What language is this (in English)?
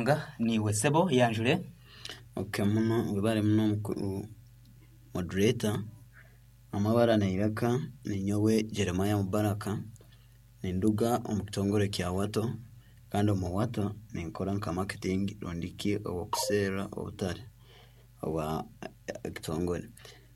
Nyoro